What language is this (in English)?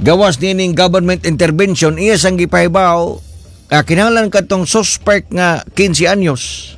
Cebuano